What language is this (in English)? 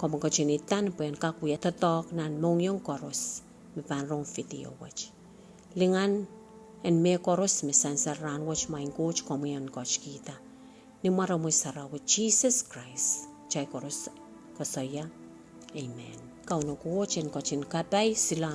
Pohnpeian